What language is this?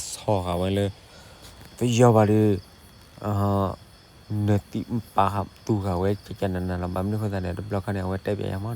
S'gaw Karen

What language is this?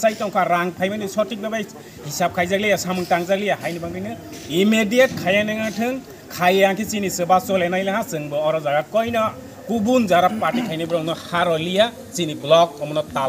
Kok Borok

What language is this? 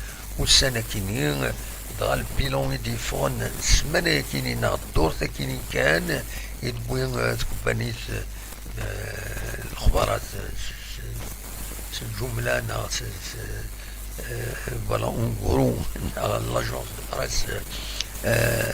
Kabyle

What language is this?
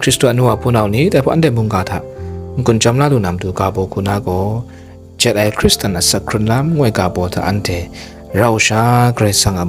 Kachin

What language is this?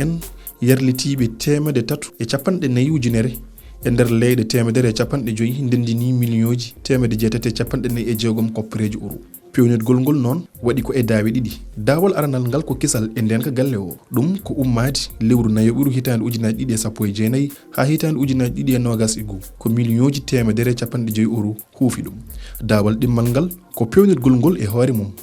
Fula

